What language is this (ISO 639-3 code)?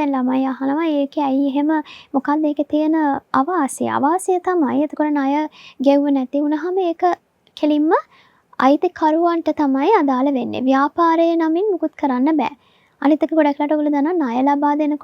sin